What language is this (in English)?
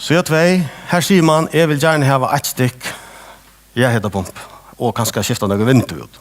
Faroese